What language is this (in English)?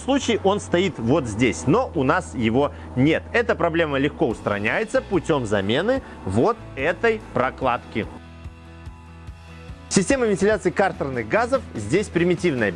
Russian